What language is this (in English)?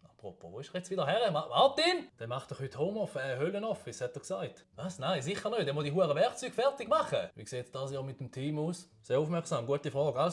Swiss German